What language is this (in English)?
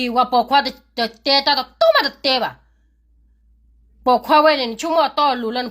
S'gaw Karen